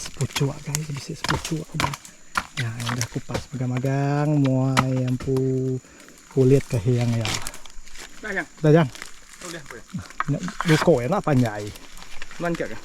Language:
Iban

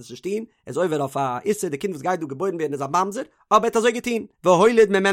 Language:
Yiddish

